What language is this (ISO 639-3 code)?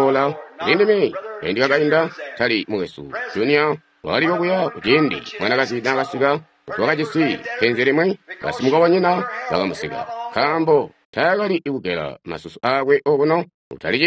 toi